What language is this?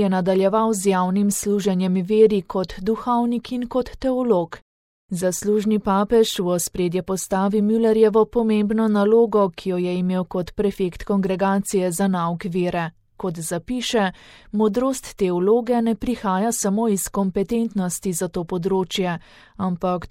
Slovenian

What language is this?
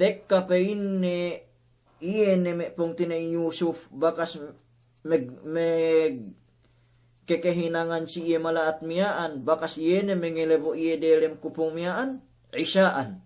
Yakan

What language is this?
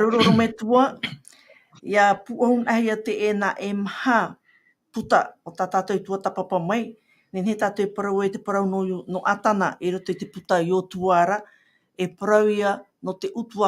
Tahitian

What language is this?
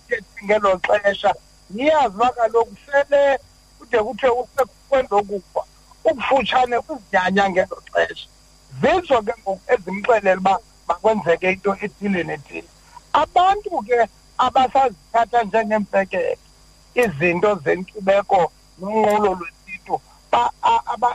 Xhosa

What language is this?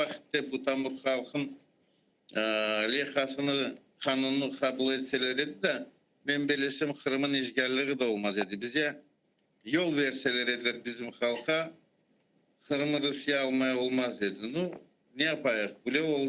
Crimean Tatar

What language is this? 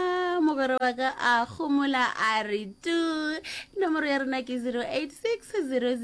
Northern Sotho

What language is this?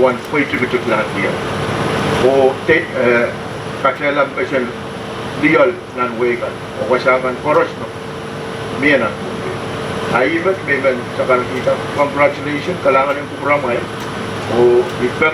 Pohnpeian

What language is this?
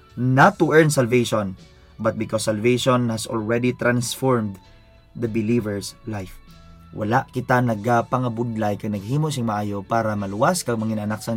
Hiligaynon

